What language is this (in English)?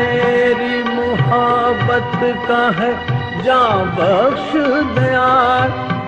Hindi